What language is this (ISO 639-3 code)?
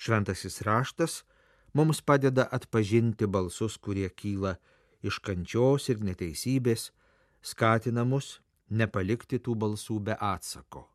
lit